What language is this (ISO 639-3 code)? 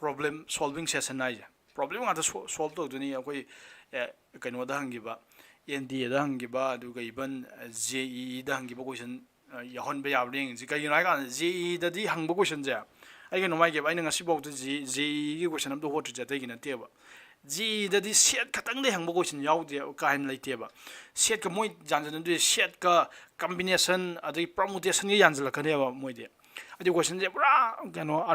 mni